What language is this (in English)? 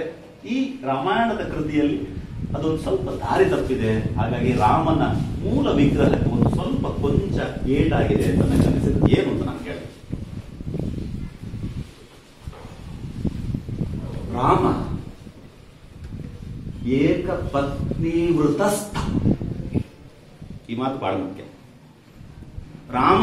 Kannada